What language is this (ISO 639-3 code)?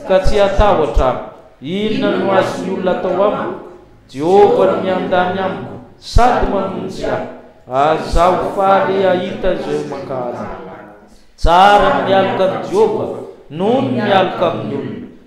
mlg